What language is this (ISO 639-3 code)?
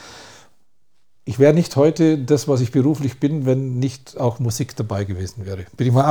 deu